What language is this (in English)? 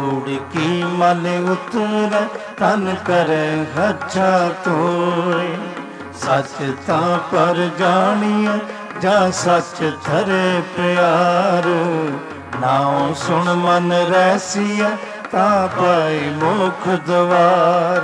Punjabi